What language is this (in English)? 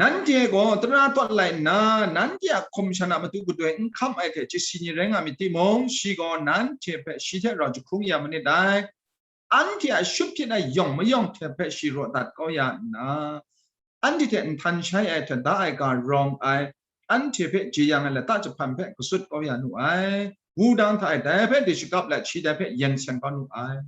Kachin